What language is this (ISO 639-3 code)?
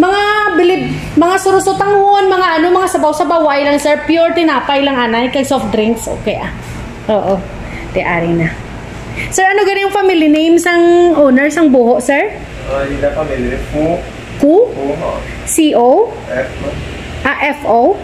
hil